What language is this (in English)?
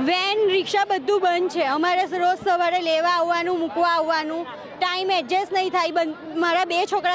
Gujarati